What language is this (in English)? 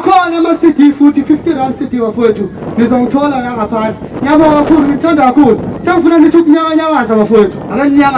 Zulu